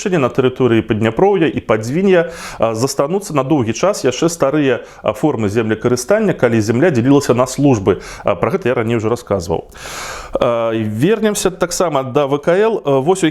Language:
Belarusian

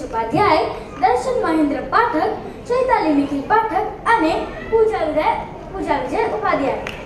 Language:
Gujarati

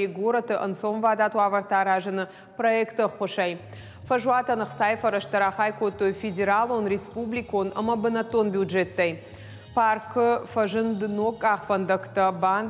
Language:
Ossetic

